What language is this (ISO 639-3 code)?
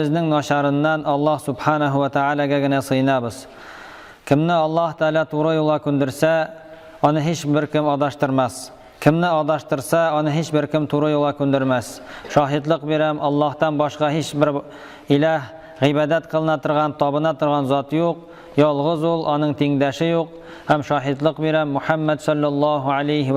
tat